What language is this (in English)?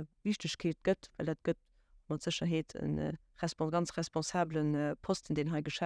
Luxembourgish